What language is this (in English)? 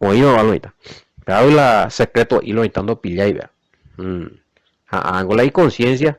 Guarani